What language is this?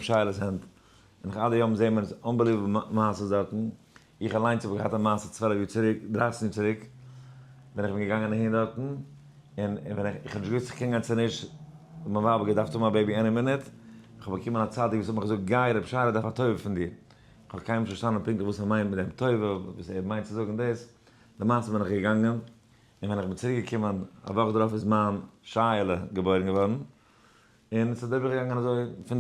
Yiddish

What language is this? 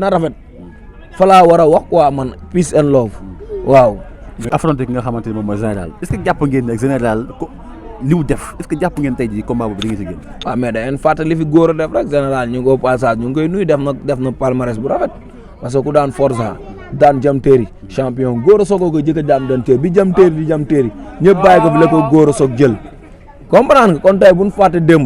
Wolof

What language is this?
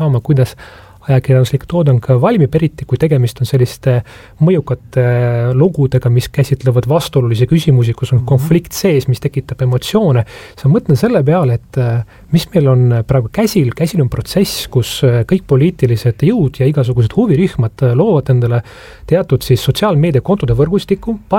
Estonian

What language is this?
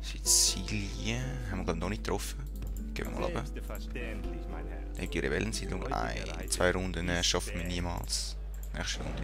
Swiss German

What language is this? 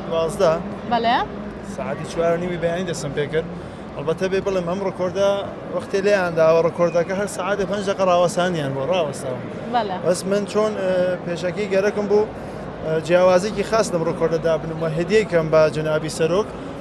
Central Kurdish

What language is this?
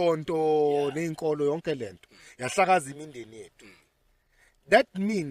Zulu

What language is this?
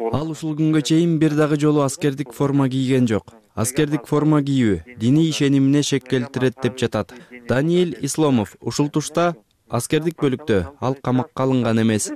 Kyrgyz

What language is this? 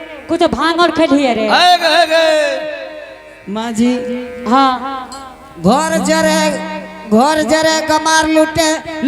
Angika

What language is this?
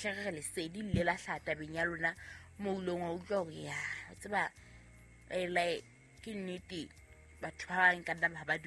Southern Sotho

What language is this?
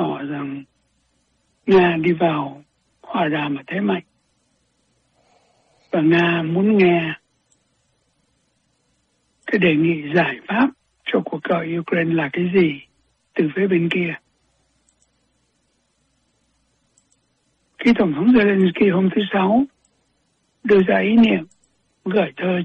Vietnamese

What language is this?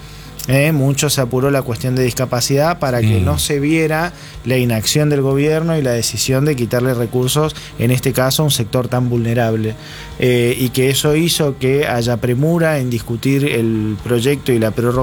Spanish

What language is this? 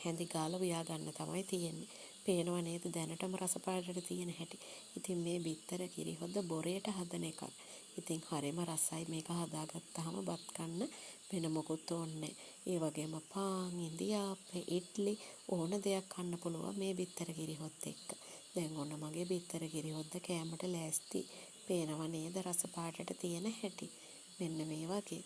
Sinhala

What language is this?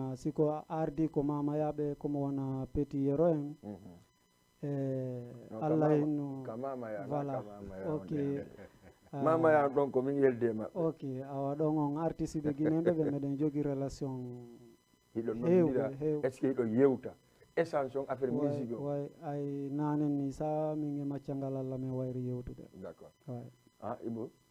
Fula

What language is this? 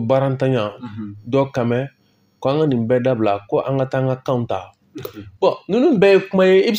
Bambara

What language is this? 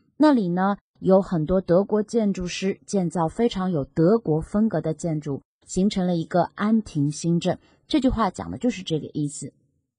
Chinese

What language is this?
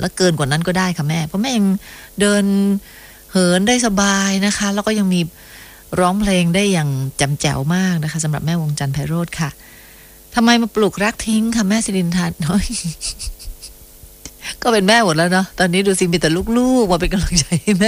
Thai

